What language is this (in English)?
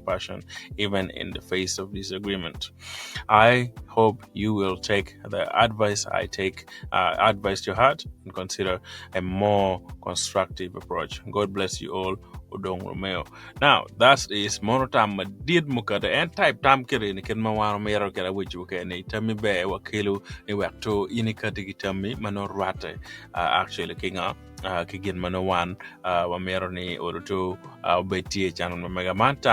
Acoli